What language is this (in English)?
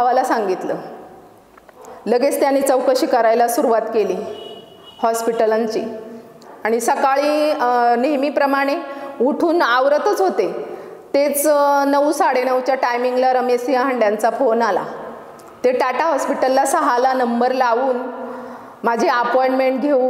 Marathi